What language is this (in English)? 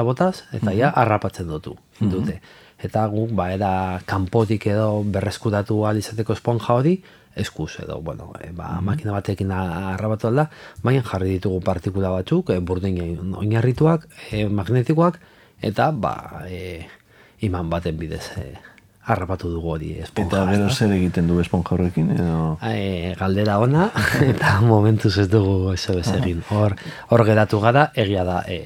Basque